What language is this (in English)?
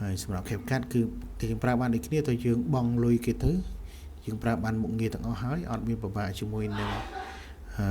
Khmer